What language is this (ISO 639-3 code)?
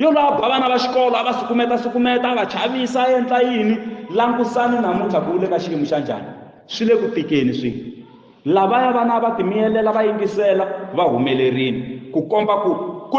tso